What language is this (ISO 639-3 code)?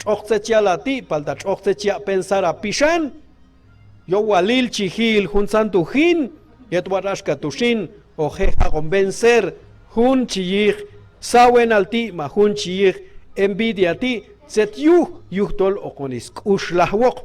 kjb